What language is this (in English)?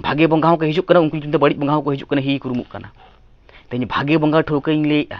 Santali